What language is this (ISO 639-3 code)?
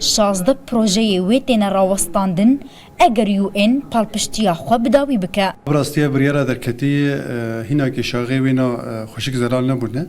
kur